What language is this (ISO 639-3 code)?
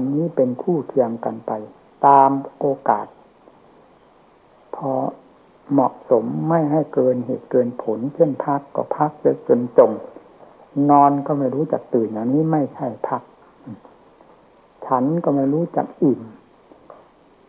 tha